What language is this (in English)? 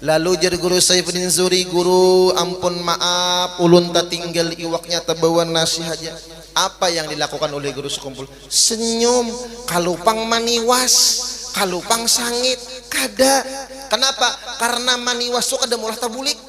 Banjar